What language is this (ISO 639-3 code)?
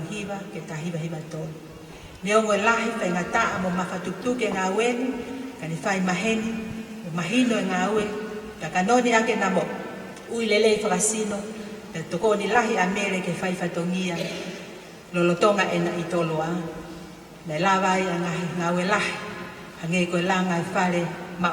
ton